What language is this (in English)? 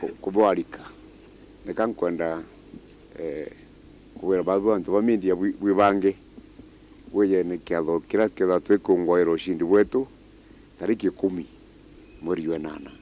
Meru